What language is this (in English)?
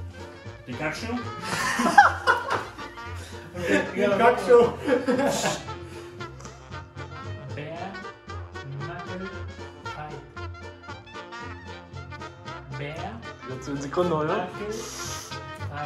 German